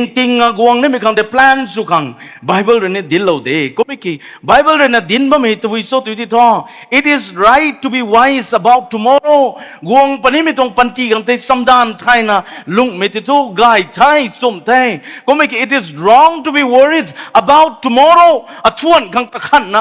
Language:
Rongmei Naga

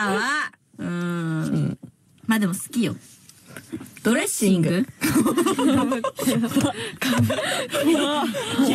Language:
Japanese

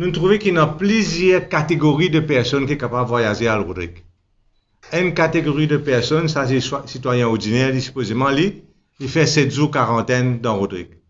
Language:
Morisyen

